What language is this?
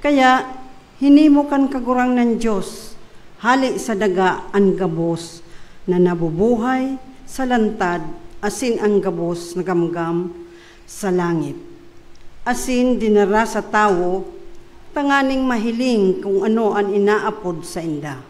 Bikol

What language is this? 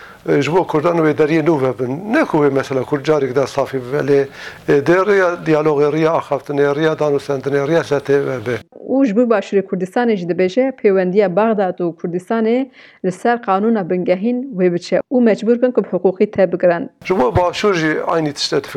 Kurdish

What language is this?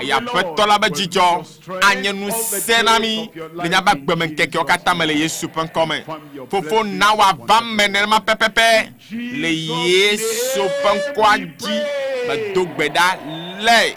Ewe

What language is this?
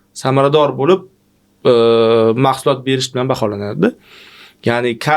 Uzbek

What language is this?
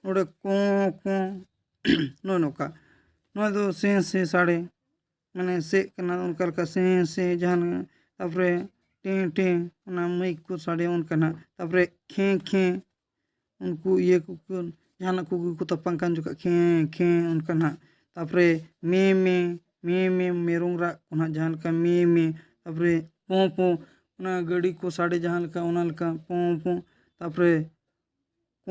Santali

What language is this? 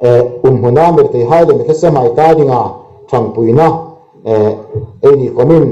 Hmar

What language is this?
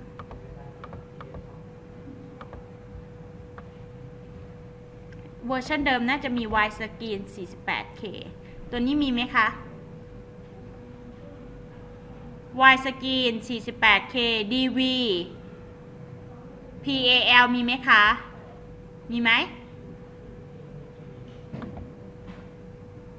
Thai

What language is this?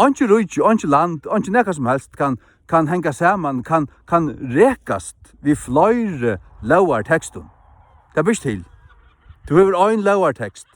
Faroese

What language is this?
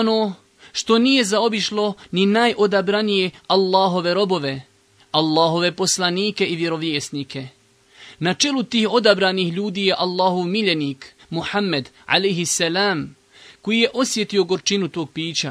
Bosnian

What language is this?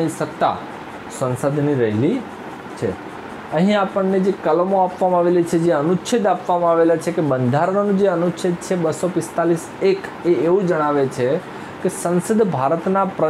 Gujarati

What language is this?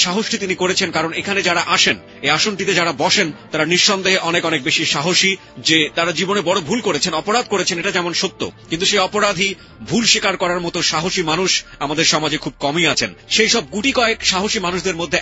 Bangla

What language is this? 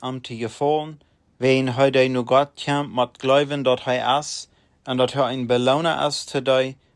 Plautdietsch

